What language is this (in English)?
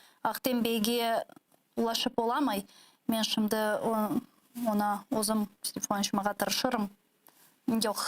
Crimean Tatar